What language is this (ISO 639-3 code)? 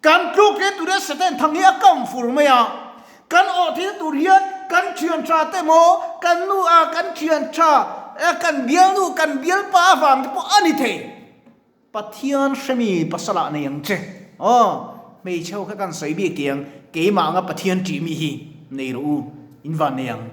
lus